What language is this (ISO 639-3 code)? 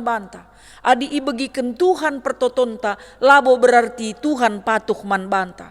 btx